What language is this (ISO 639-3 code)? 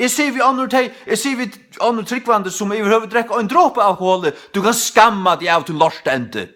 fao